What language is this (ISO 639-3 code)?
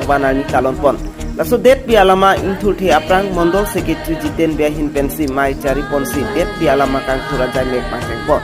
mjw